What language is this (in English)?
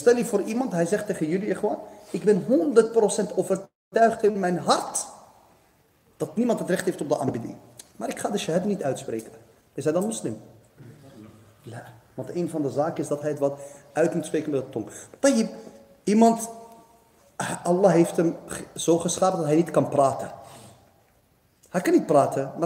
Dutch